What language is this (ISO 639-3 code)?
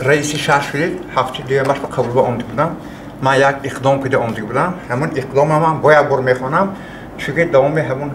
tgk